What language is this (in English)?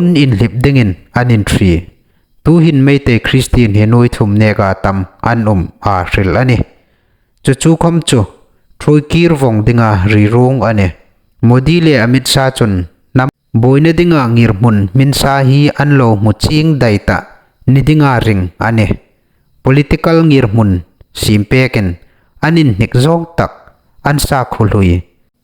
Hmar